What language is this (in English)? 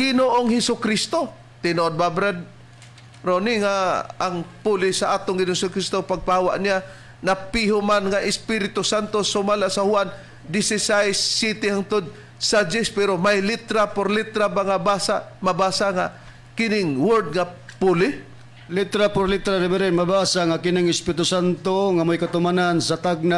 Cebuano